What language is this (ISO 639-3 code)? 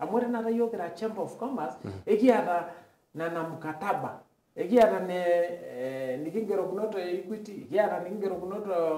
mas